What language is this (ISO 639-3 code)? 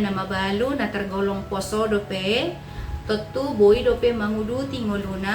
bbc